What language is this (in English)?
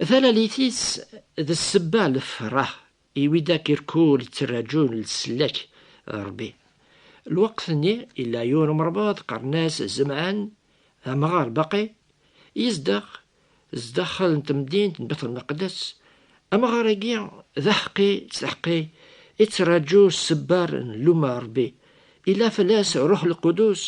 Kabyle